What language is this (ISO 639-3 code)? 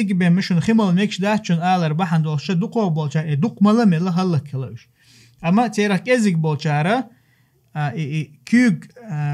che